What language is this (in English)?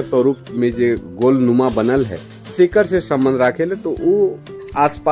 Sadri